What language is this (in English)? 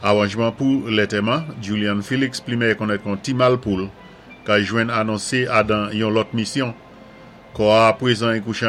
Saint Lucian Creole French